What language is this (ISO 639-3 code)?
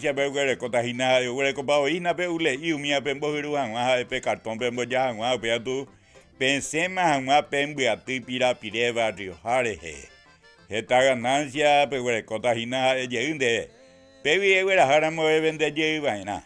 grn